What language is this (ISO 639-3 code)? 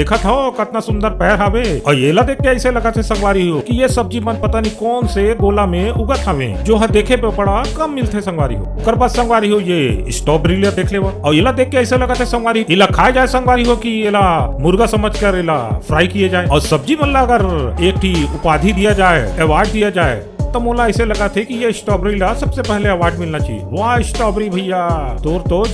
hne